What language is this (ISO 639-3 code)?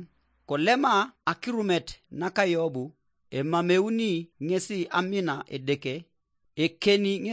teo